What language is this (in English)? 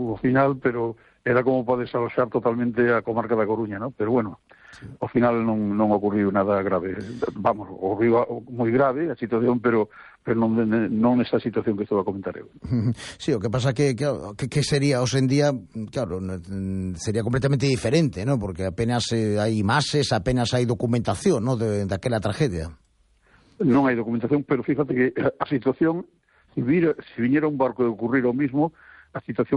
Galician